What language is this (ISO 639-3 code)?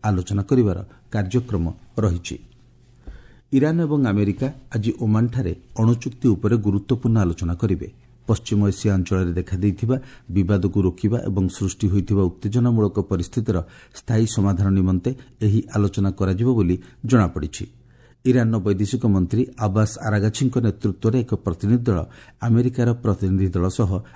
ori